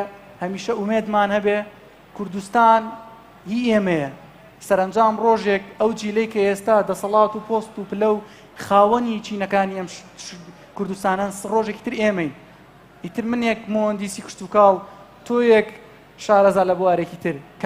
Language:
Central Kurdish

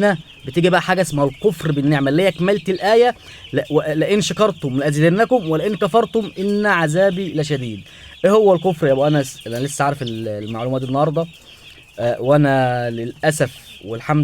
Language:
Egyptian Arabic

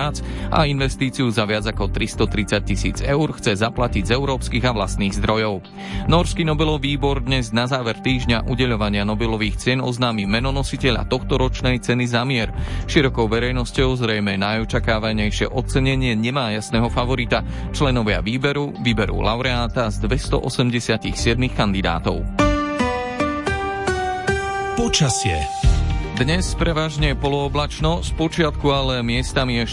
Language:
Slovak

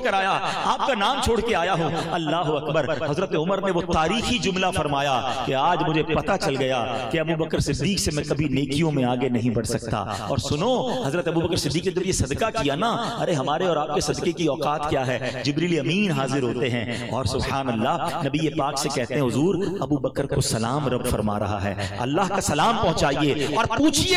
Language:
Urdu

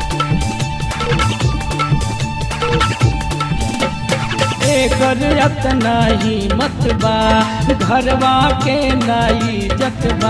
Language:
Bhojpuri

